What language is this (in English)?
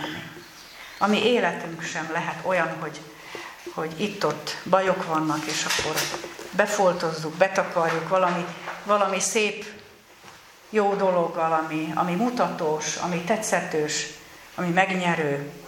Hungarian